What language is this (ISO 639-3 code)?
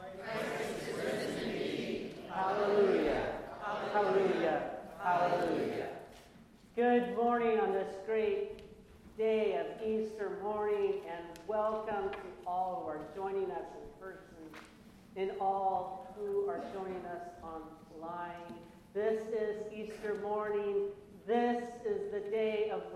eng